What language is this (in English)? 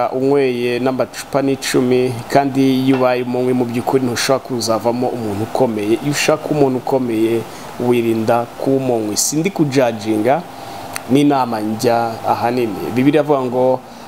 Kinyarwanda